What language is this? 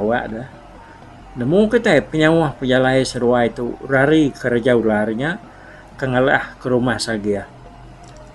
Iban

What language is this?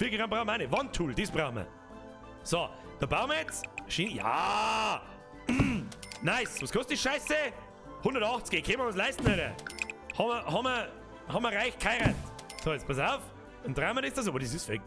Bavarian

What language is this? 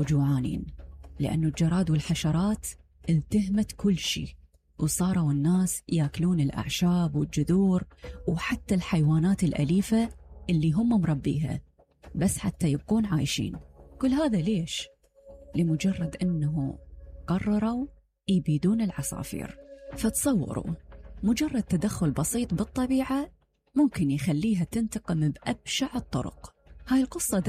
Mesopotamian Arabic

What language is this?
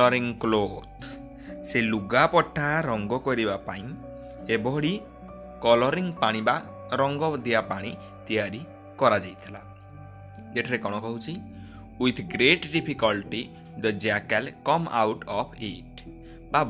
Odia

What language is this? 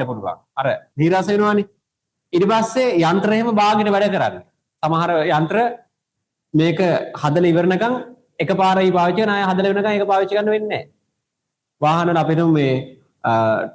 Sinhala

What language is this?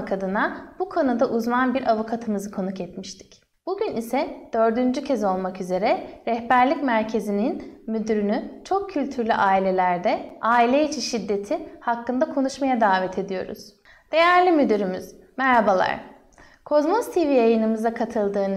Turkish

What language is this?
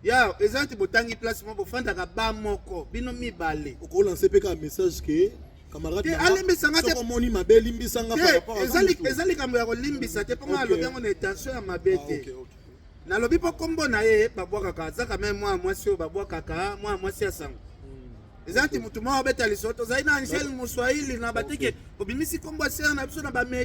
Lingala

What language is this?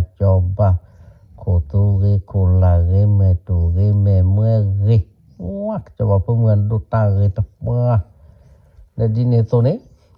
S'gaw Karen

